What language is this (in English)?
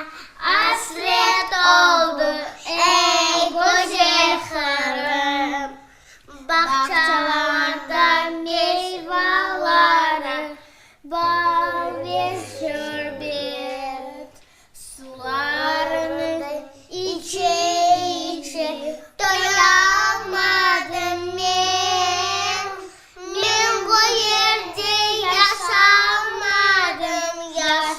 Crimean Tatar